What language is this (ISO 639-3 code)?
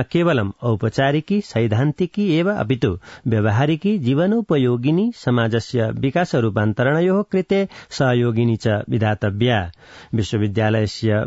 san